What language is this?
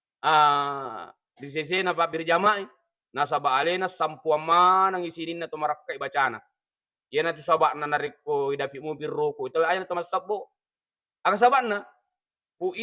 Buginese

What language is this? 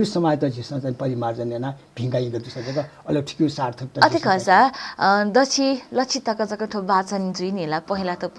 Newari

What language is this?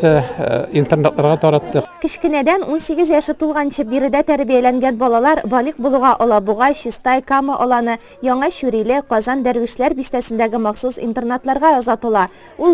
Tatar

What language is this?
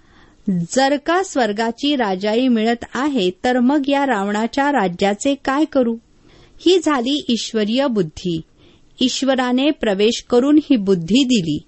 Marathi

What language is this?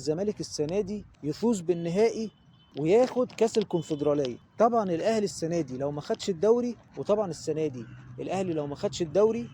Egyptian Arabic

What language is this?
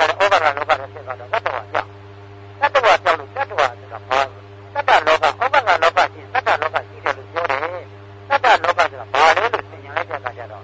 Burmese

